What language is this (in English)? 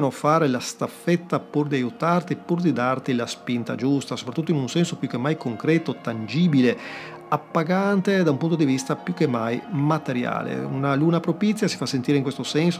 Italian